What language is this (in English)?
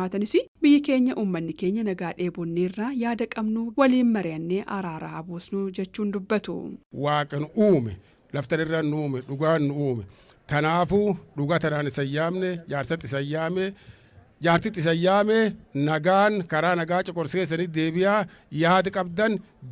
Oromo